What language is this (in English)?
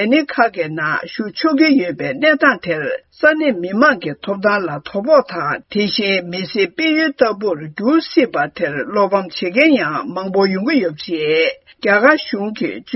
Tibetan